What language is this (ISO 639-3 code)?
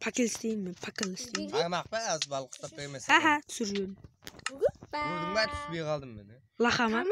kaa